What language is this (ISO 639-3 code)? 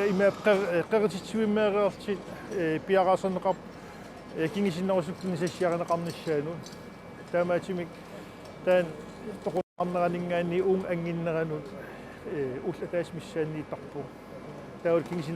kal